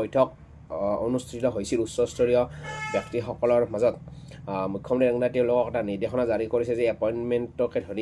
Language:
Assamese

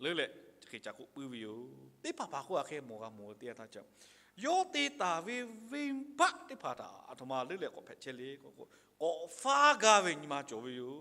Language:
Lahu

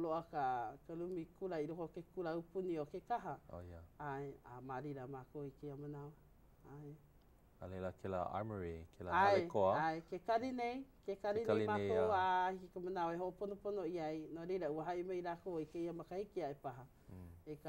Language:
Hawaiian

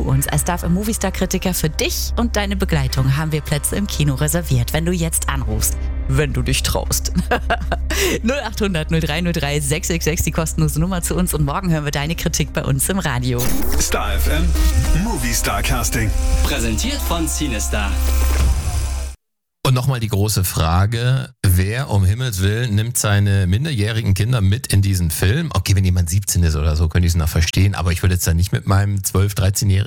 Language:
German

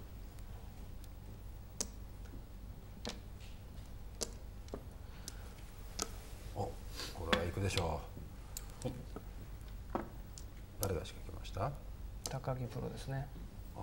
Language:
Japanese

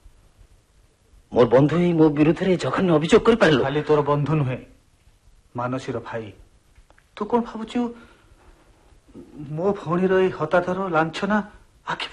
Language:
Odia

